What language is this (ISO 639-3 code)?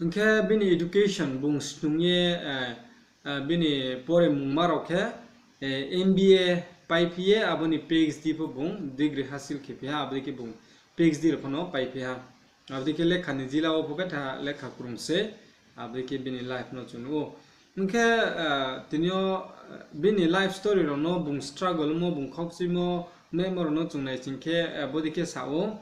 ria